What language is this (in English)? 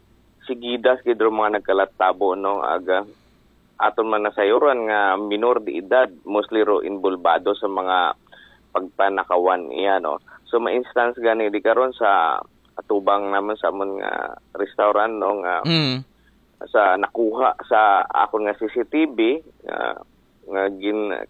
Aklanon